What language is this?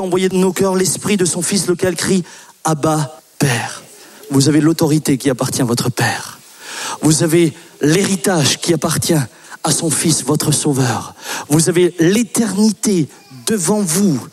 French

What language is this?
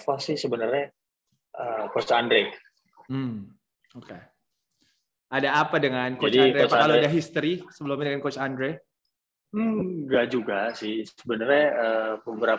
Indonesian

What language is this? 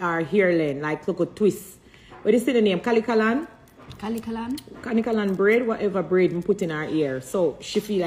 Jamaican Creole English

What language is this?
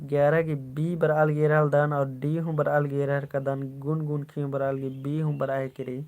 Kurukh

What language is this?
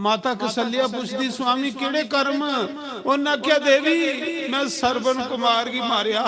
Dogri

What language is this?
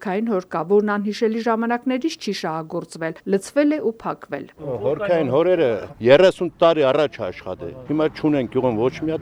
Armenian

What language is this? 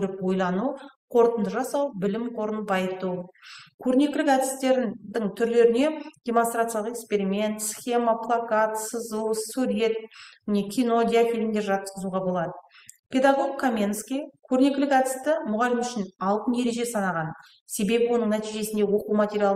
Kazakh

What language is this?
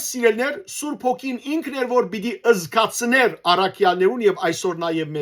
Western Armenian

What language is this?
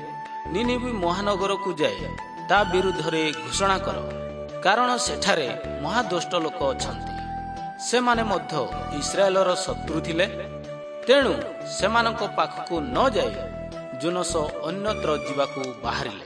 Odia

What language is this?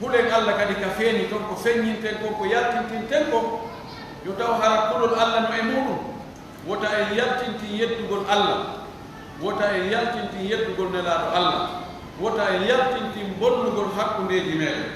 Pular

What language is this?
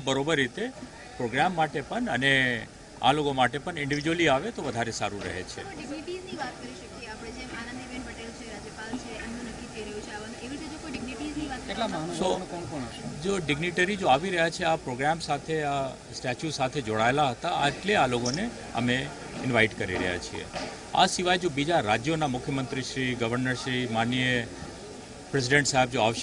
Gujarati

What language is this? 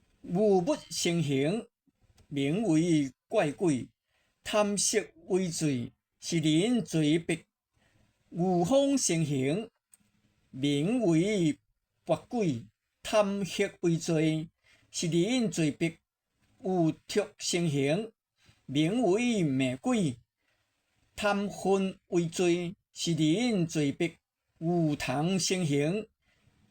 Min Nan Chinese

